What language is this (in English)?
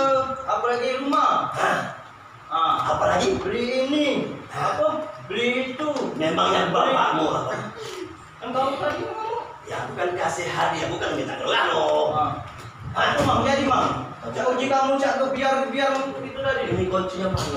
Musi